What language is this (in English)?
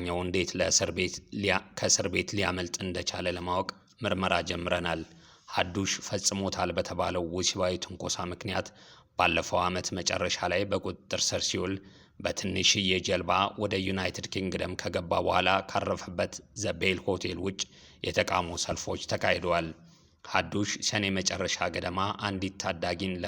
Amharic